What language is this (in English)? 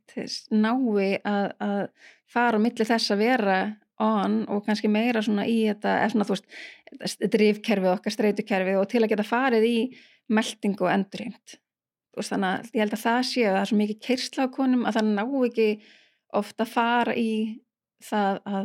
Icelandic